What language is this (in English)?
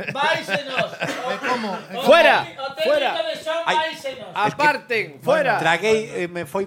Galician